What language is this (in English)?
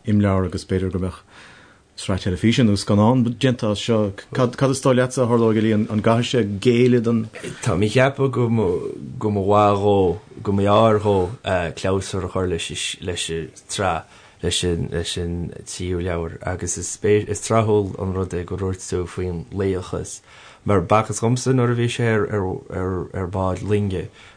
Irish